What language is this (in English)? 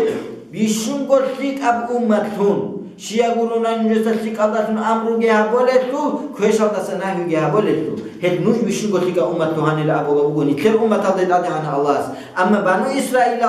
Avaric